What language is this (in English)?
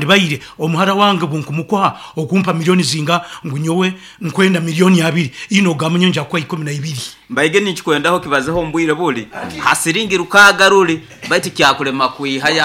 Nyoro